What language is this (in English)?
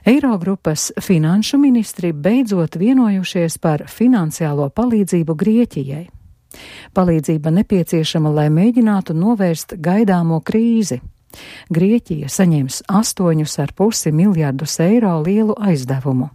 Latvian